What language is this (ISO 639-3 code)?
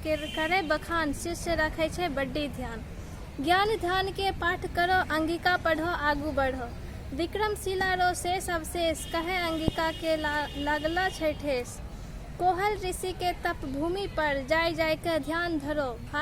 anp